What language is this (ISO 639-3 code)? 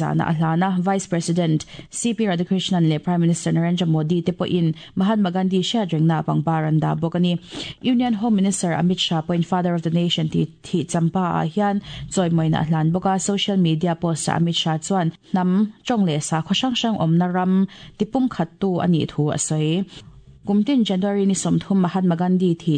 lus